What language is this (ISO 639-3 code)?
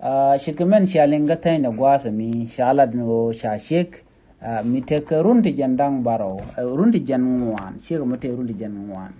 nus